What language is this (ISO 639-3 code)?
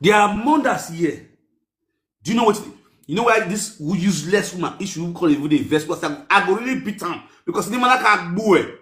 pcm